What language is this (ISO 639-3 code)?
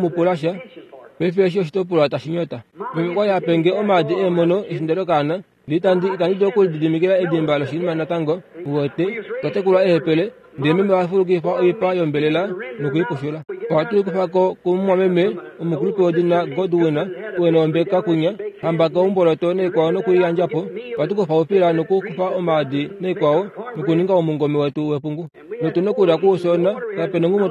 kua